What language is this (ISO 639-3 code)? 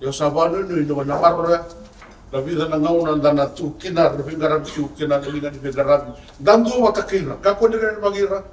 fij